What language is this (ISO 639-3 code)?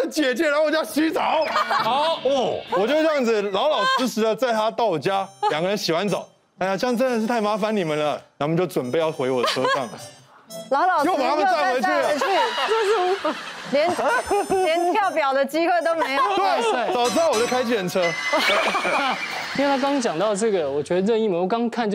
zho